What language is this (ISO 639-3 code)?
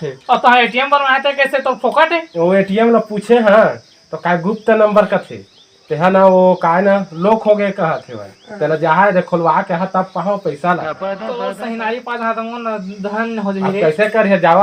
hne